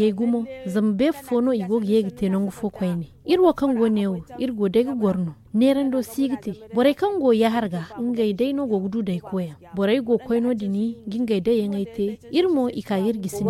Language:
Zarma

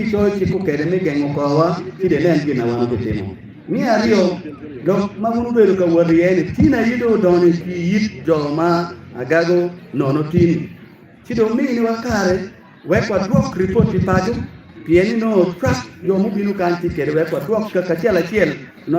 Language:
Acoli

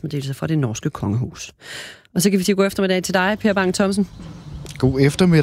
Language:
Danish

